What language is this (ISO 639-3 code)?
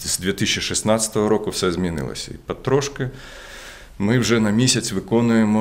ukr